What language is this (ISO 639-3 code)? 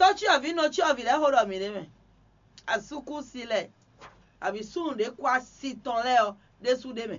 fon